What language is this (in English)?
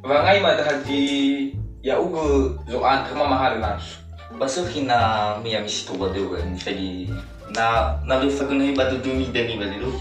Nias